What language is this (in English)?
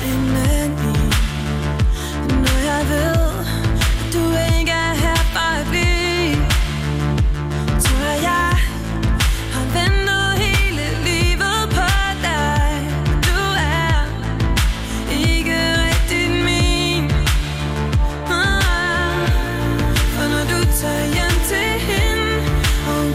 Danish